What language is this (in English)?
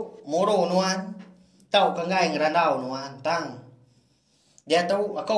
Iban